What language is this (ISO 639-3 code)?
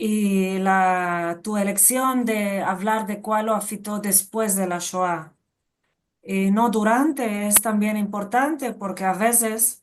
lad